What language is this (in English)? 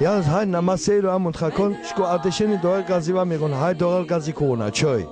Laz